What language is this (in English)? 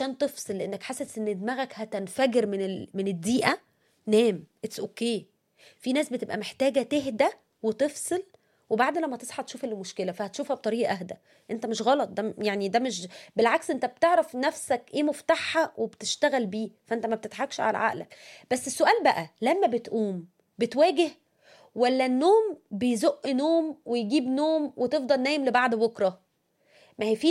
Egyptian Arabic